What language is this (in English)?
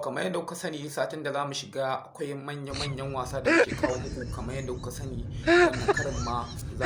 Hausa